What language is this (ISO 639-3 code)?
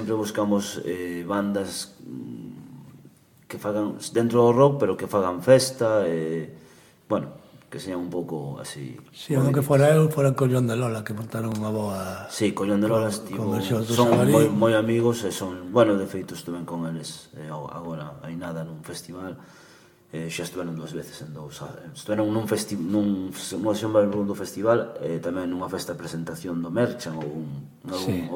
glg